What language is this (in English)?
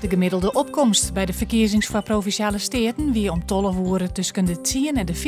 Western Frisian